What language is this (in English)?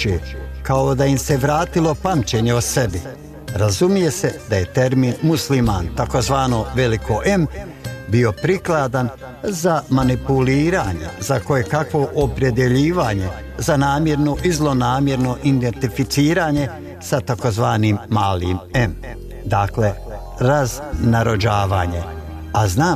Bosnian